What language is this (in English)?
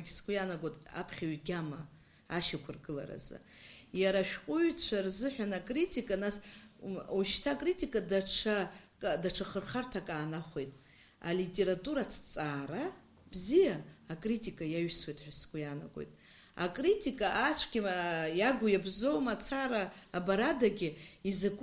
Abkhazian